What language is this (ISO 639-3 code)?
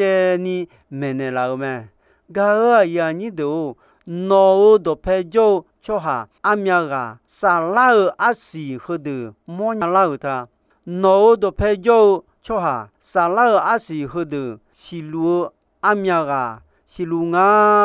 ahk